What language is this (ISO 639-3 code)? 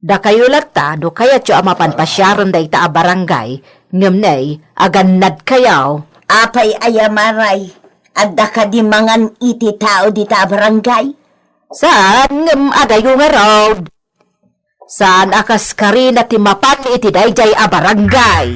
ilo